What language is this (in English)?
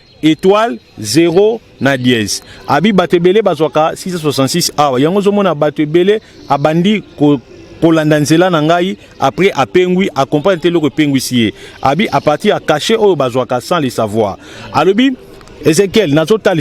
Lingala